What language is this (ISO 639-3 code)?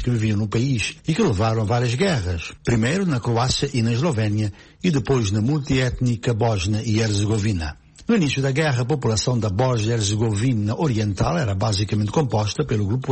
por